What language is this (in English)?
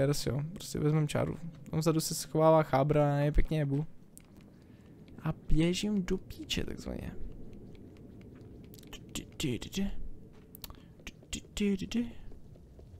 Czech